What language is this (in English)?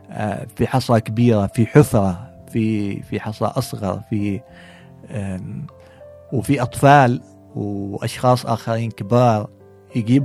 Gulf Arabic